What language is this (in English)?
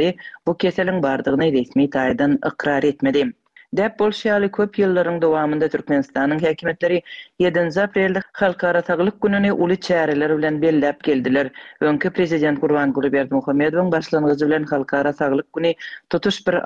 Turkmen